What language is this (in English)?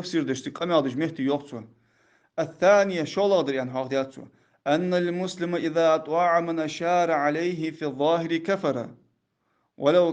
Ingush